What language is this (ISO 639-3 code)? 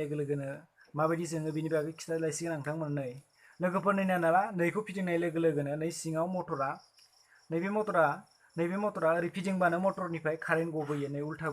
brx